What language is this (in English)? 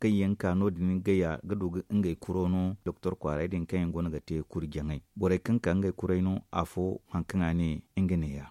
Zarma